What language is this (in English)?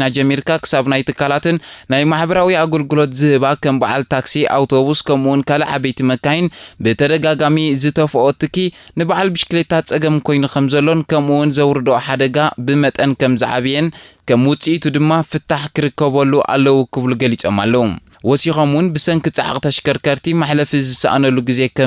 Tigrinya